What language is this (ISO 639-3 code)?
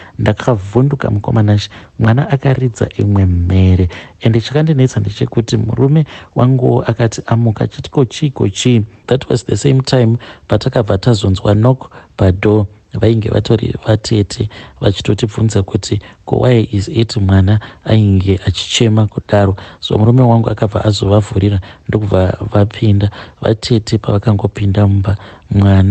sna